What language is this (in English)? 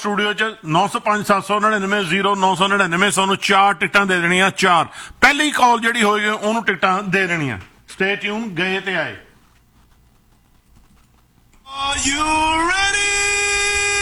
Punjabi